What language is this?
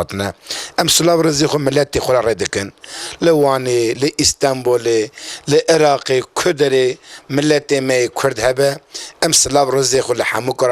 Kurdish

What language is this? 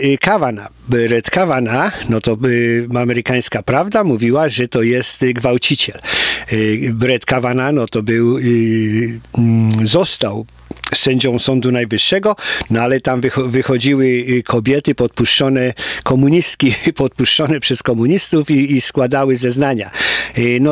Polish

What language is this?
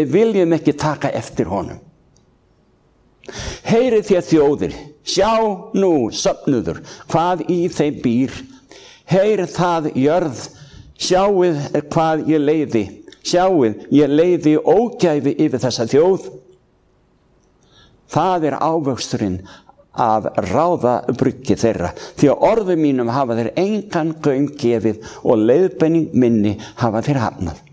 Icelandic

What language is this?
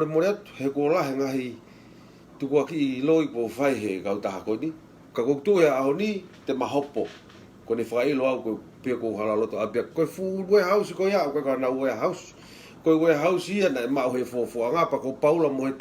Tongan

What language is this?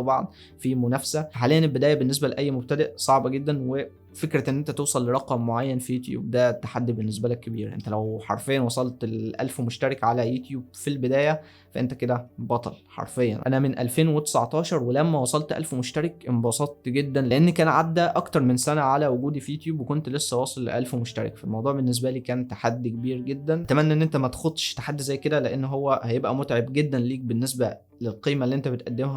Egyptian Arabic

